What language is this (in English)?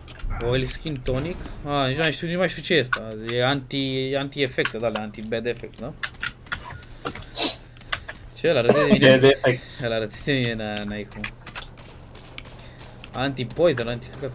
Romanian